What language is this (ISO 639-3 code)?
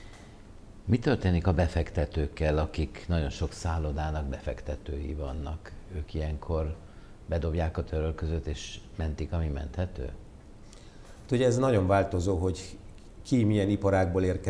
hun